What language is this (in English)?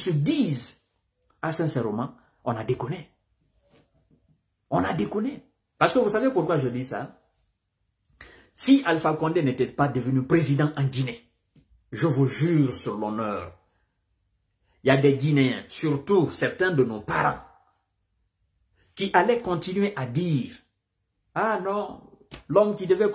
French